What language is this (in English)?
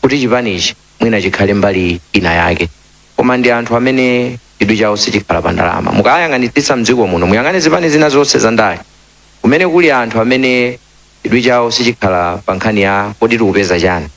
Nyanja